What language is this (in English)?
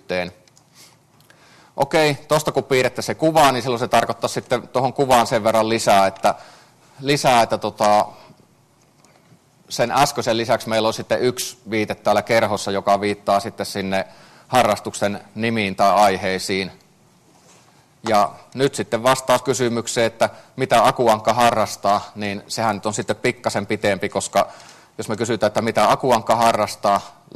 Finnish